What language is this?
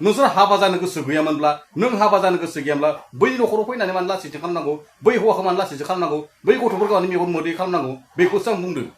Bodo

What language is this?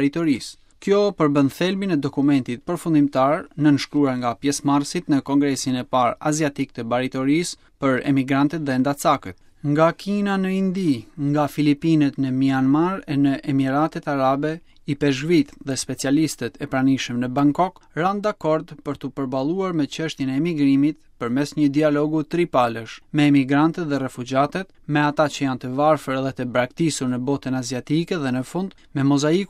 Albanian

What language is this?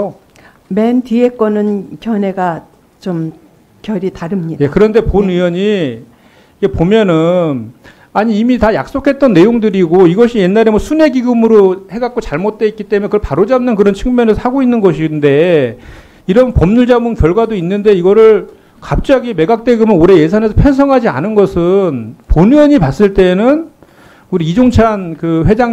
Korean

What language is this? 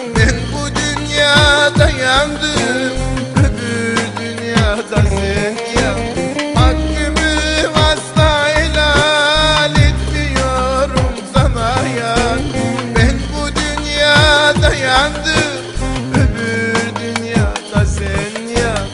Turkish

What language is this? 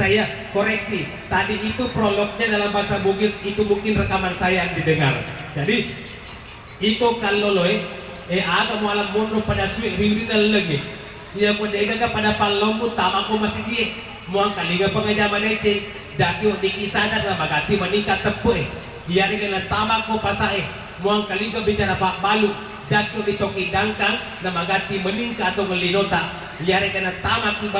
Buginese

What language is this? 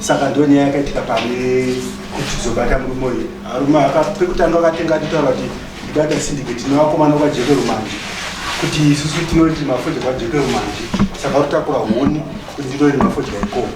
Shona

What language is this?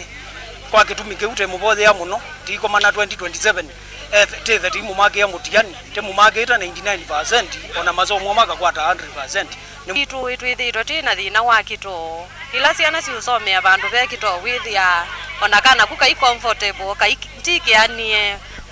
Kamba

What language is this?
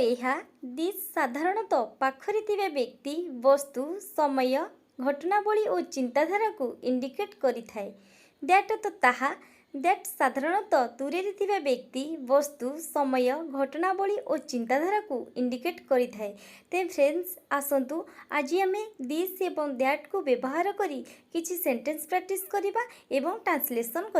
Odia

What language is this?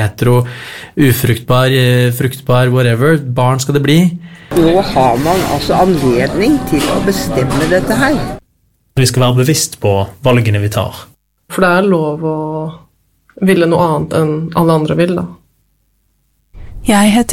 Norwegian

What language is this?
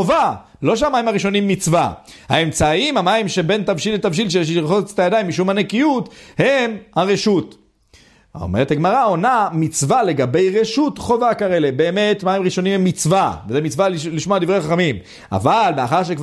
Hebrew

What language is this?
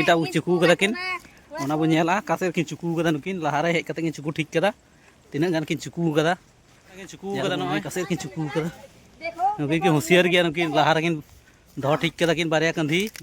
Santali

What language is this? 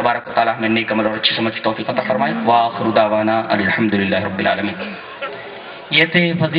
Urdu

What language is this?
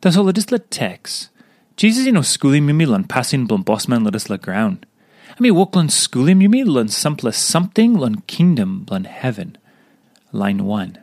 Tok Pisin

